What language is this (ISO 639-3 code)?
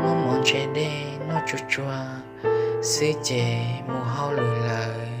hmn